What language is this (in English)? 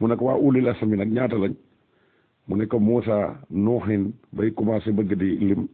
Wolof